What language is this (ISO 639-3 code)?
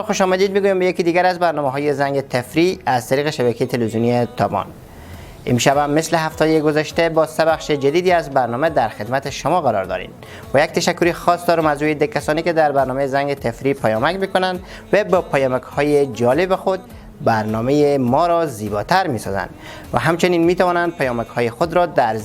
fas